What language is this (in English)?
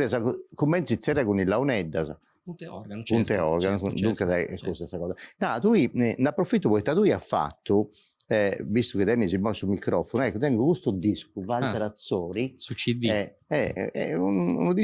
Sardinian